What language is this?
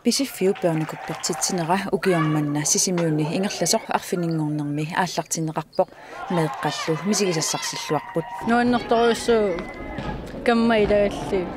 Kalaallisut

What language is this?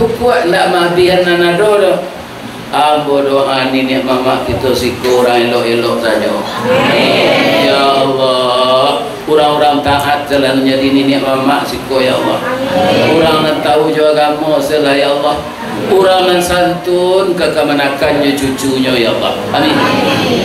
Minangkabau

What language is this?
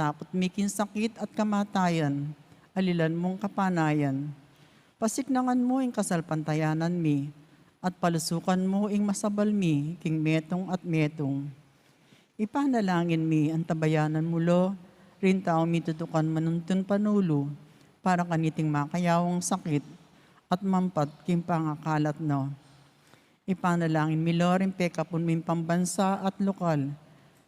Pampanga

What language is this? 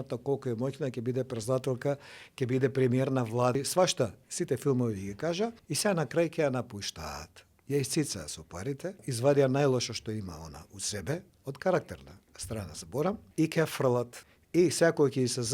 Macedonian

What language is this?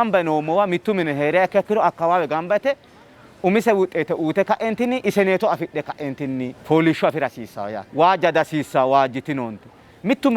Sidamo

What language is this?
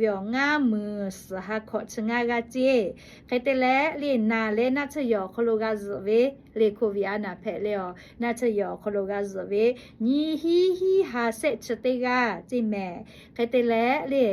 Lahu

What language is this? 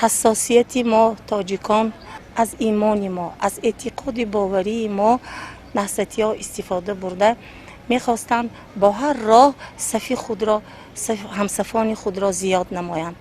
Tajik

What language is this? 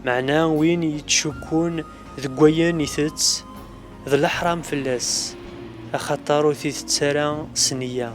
Kabyle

